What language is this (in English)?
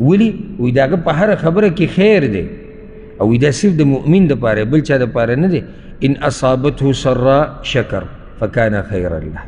Pashto